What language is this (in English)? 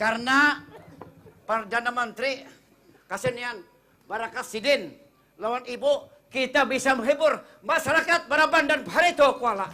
Banjar